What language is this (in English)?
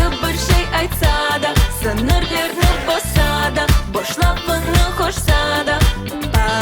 Crimean Tatar